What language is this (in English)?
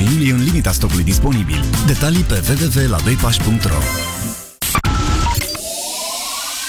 Romanian